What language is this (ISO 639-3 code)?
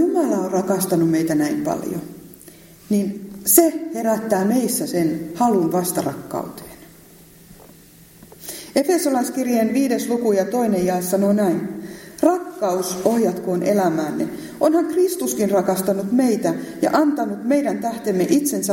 fin